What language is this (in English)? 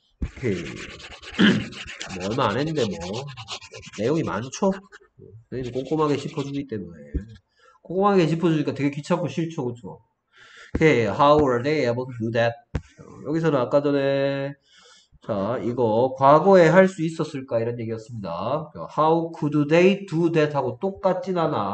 Korean